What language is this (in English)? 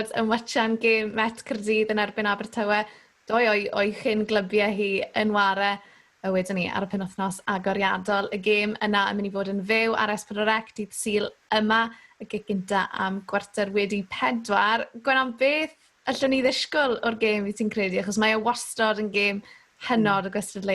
Welsh